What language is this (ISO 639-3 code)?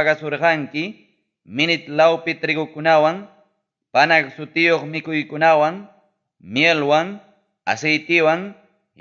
quy